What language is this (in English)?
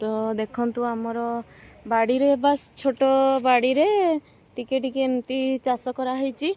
Odia